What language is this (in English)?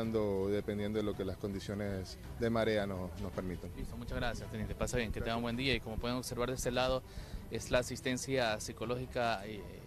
Spanish